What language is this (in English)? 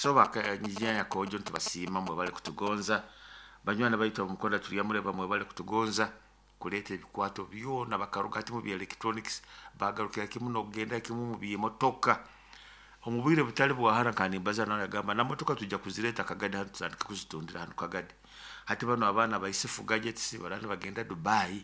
Nyoro